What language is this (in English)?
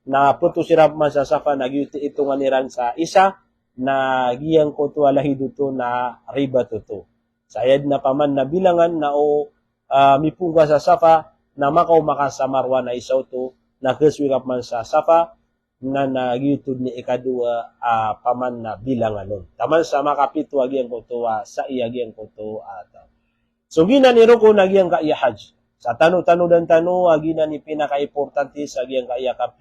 Maranao